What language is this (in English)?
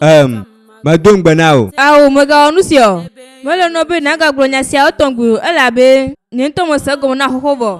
Ewe